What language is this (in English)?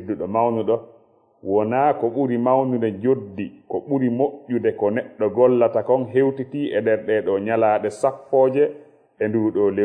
Fula